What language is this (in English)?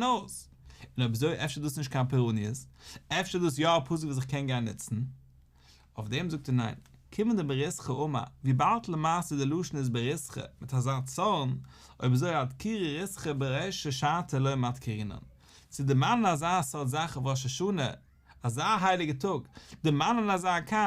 Yiddish